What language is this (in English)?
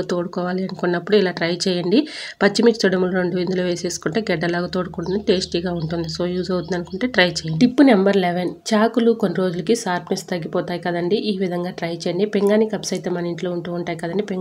Telugu